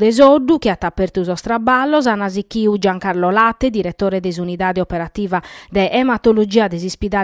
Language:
Sardinian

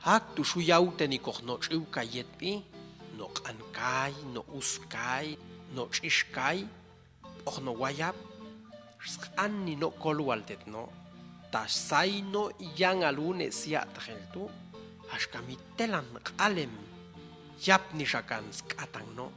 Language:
Popti'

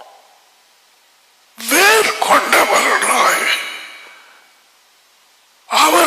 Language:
Tamil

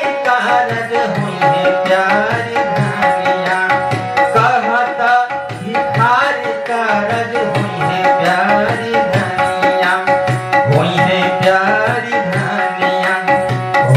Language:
Bhojpuri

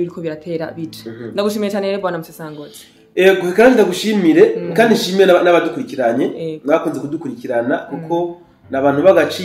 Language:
Rundi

